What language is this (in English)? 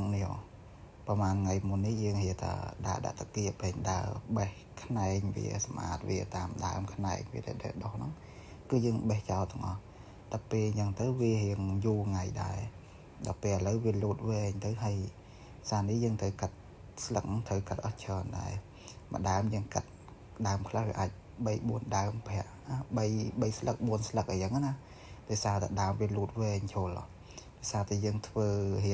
Khmer